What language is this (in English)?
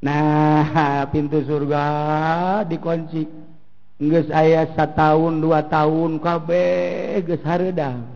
Sundanese